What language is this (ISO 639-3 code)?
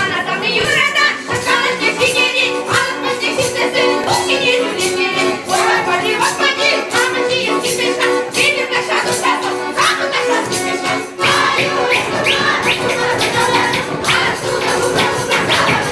chv